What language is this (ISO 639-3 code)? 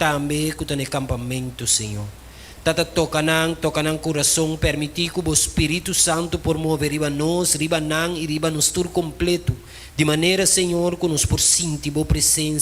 pap